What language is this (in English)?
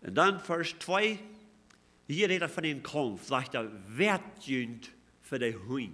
Plautdietsch